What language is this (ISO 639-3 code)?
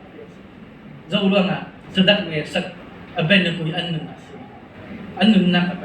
cnh